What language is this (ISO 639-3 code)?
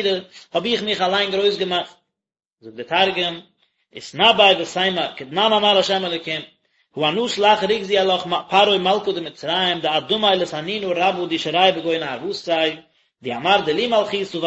yid